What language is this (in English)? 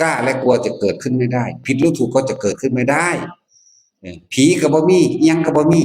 Northeastern Thai